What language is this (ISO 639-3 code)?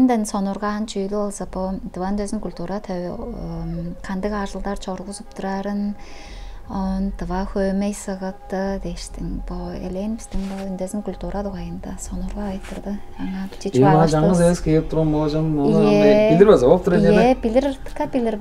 tyv